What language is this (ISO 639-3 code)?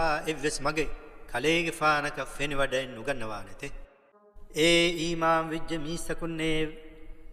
div